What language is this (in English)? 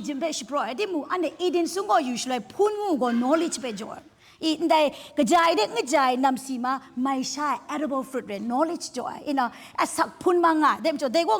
Kachin